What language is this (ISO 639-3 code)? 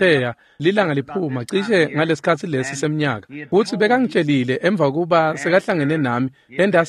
ssw